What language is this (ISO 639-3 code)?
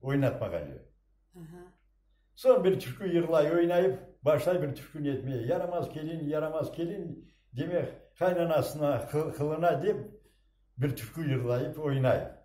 crh